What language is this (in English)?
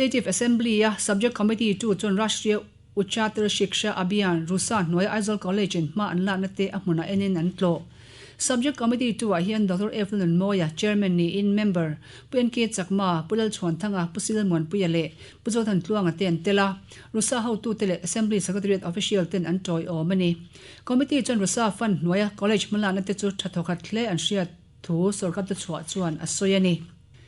Mizo